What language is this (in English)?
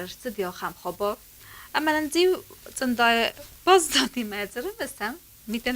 Ossetic